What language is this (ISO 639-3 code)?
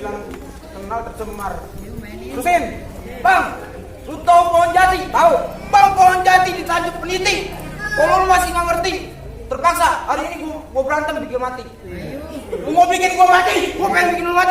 bew